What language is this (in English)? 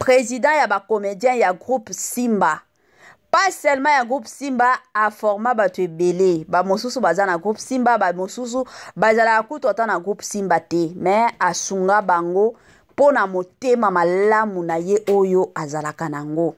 Lingala